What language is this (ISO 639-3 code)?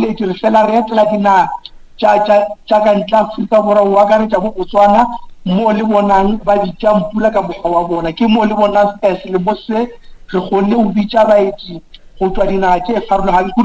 nso